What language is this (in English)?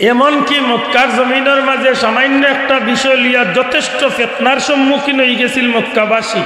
Sylheti